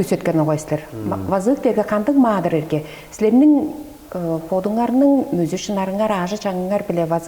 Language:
Tuvinian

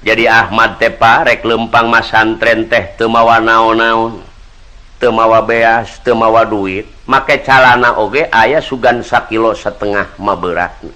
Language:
Sundanese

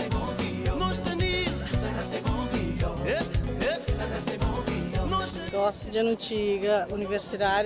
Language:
Kabuverdianu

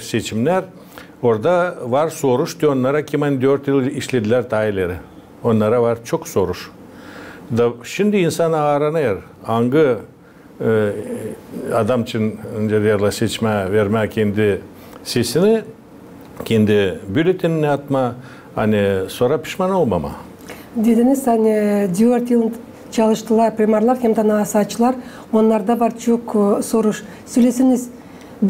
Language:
Gagauz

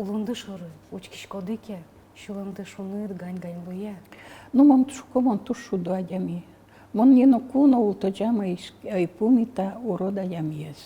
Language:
Udmurt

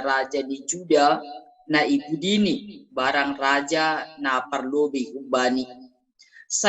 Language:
Batak Simalungun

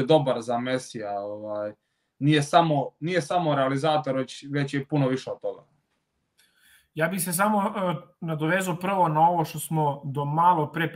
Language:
Serbian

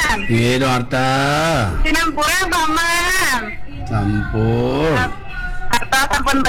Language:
Balinese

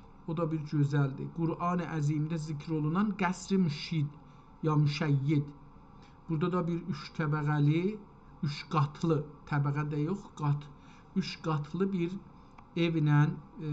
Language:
South Azerbaijani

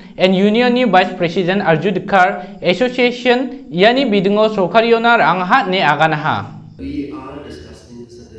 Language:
Garo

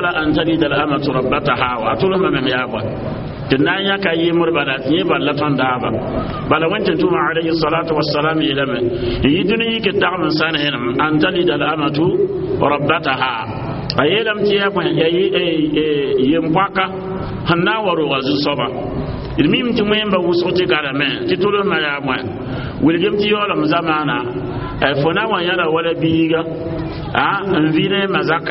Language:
Mossi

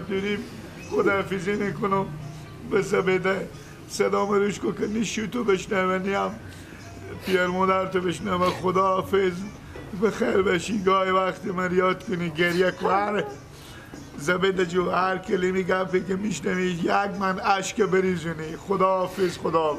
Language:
Persian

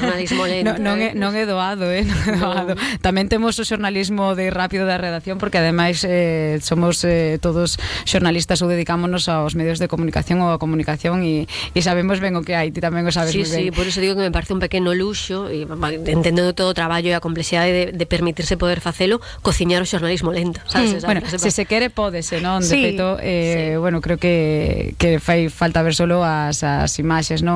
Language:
Galician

